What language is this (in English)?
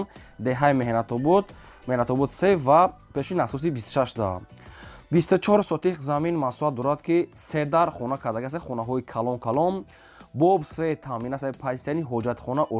Tajik